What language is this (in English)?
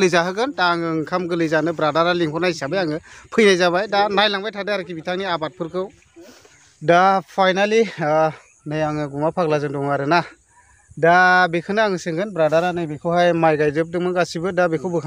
Bodo